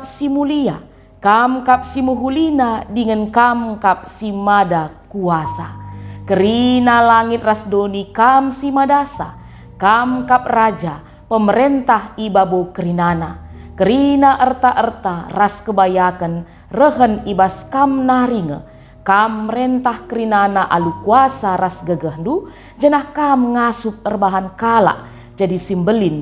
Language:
Batak Karo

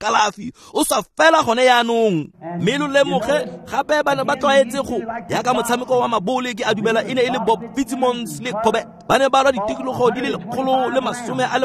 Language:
Tswana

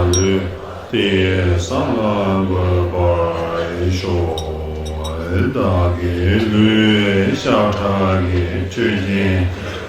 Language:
Tibetan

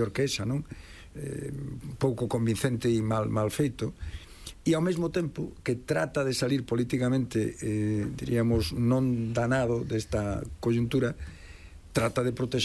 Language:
Galician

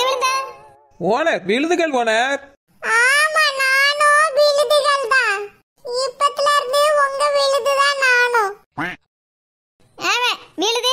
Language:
Tamil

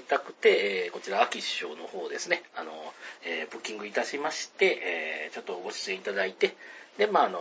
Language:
Japanese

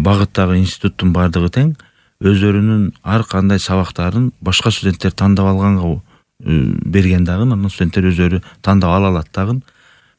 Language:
Kyrgyz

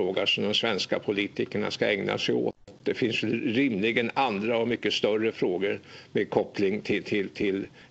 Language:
Swedish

